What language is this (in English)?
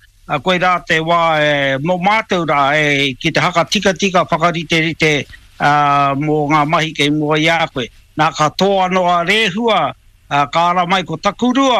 Māori